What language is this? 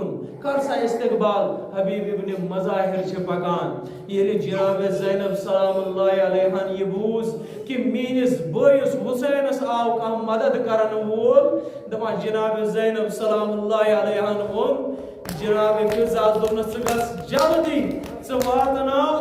Kashmiri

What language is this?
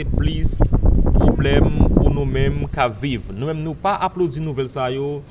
Haitian Creole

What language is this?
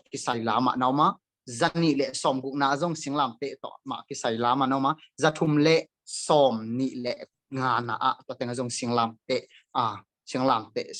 Tedim Chin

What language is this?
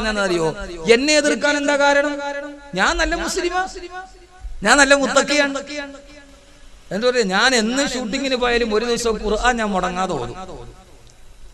Malayalam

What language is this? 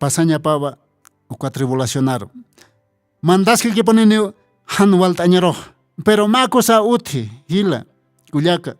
Aymara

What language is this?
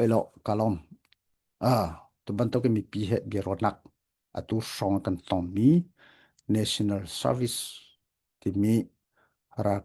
Hakha Chin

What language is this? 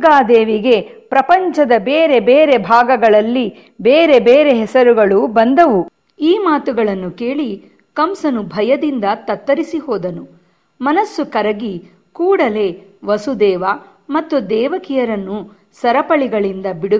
Kannada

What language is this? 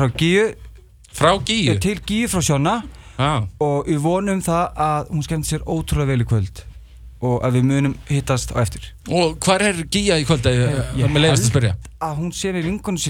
Icelandic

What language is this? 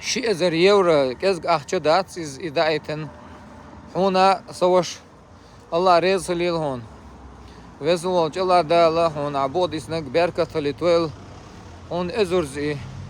Chechen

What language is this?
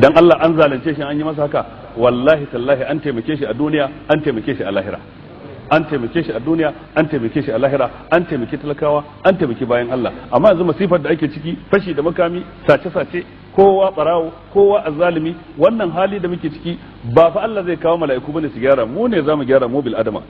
Hausa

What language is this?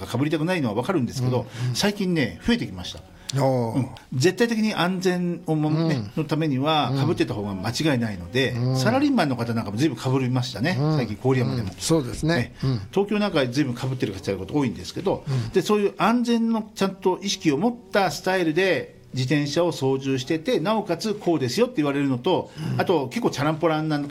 Japanese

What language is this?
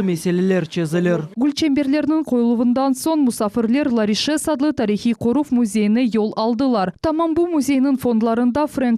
Crimean Tatar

